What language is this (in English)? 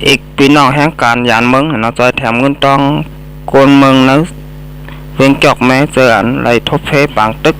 Shan